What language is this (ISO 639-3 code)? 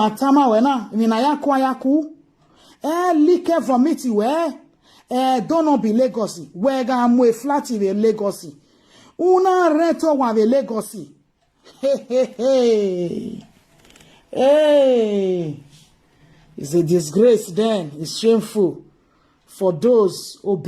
pcm